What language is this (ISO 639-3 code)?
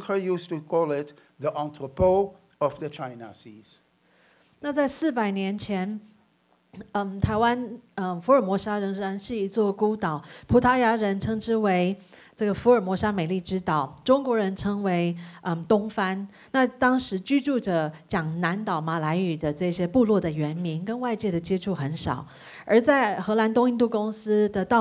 zho